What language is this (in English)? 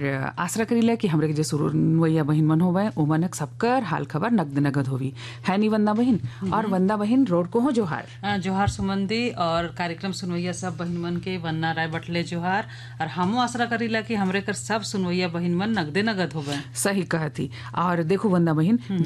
Sadri